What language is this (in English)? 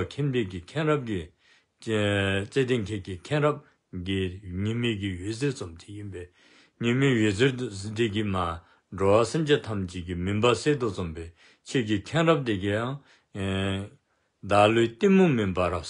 Dzongkha